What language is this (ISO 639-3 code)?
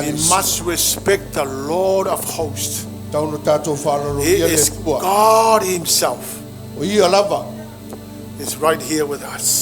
smo